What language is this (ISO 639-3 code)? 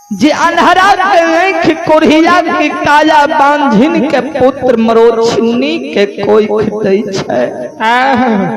mai